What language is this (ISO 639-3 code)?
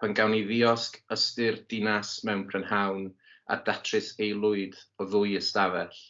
cym